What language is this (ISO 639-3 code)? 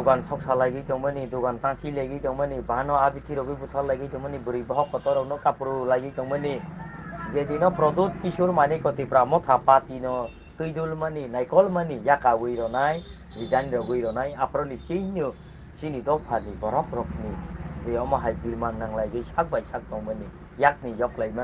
trp